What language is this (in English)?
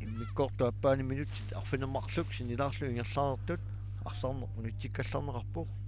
Kalaallisut